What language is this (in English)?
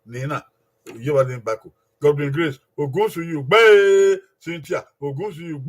Bini